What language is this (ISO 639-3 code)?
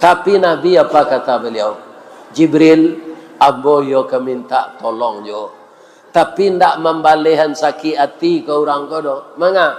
min